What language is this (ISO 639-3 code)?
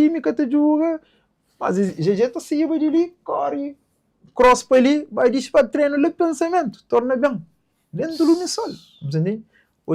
kea